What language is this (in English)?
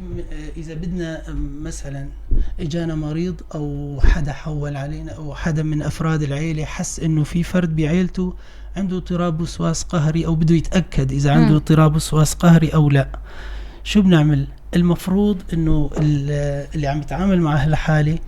North Levantine Arabic